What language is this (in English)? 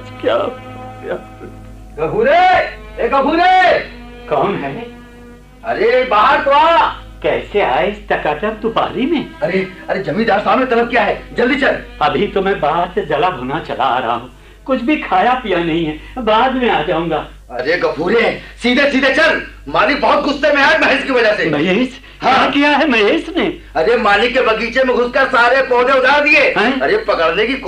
Hindi